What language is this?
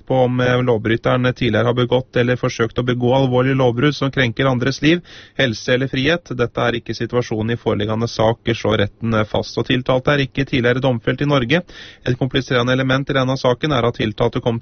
Norwegian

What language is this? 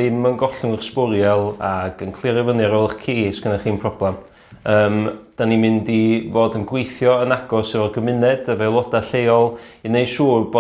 Welsh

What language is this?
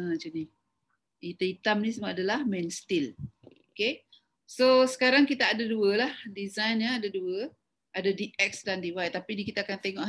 Malay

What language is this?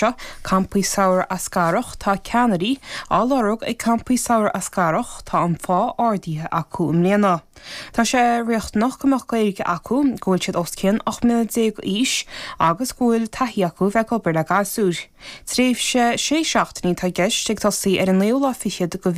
Irish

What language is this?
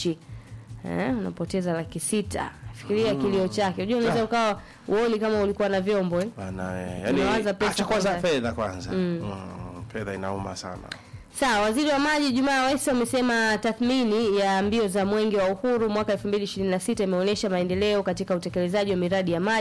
Swahili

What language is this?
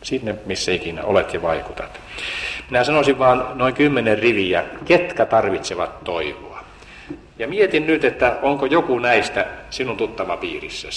Finnish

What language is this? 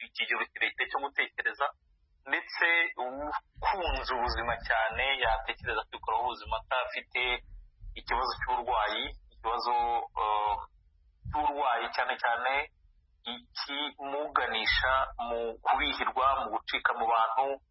Kinyarwanda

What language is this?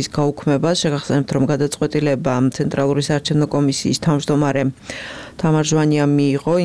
Georgian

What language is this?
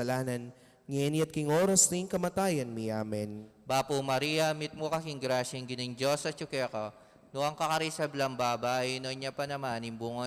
Pampanga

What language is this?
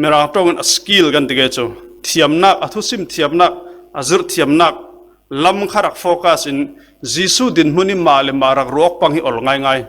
Falam Chin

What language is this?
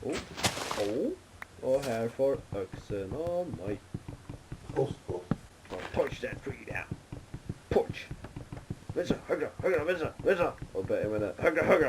Faroese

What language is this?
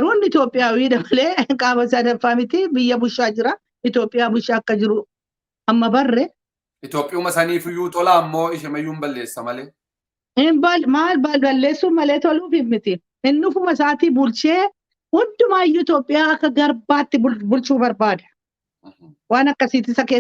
Oromo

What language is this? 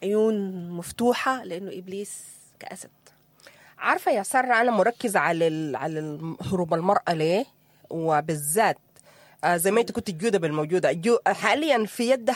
Sudanese Arabic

